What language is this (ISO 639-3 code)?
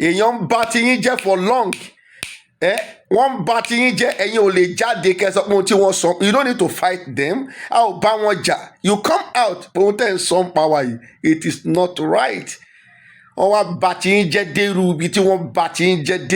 yor